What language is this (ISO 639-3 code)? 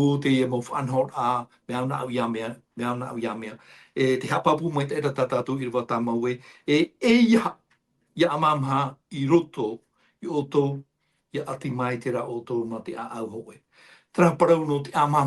tah